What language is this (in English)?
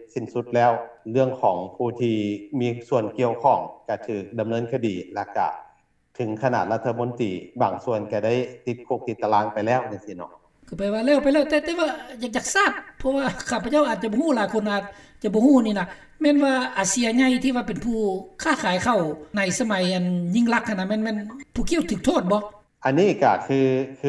Lao